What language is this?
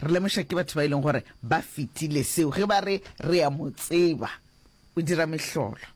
Northern Sotho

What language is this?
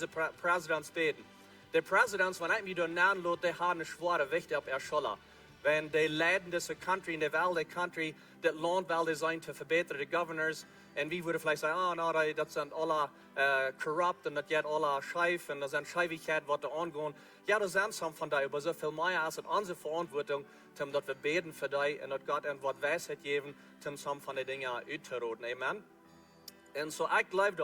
Plautdietsch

